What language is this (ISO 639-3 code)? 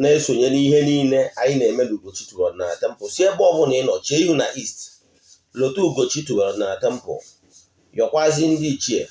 ibo